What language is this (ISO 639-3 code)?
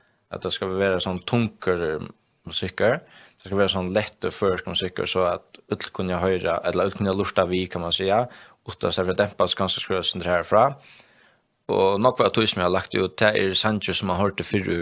fao